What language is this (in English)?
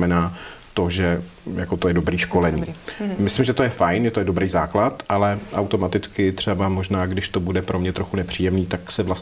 Czech